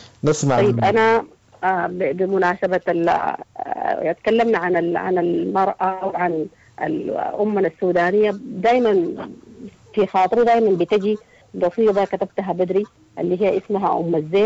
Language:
Sudanese Arabic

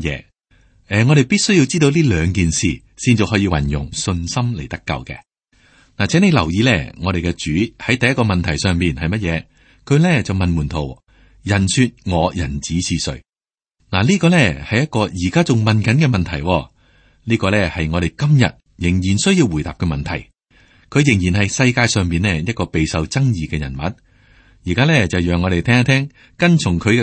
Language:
Cantonese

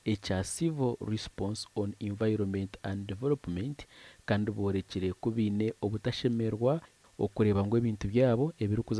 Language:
Nyankole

